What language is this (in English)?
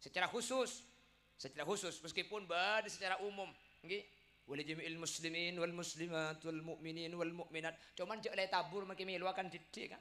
Madurese